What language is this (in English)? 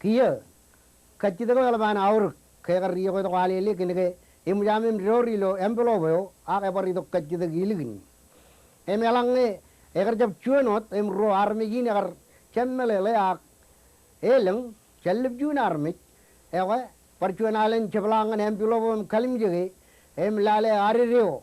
Marshallese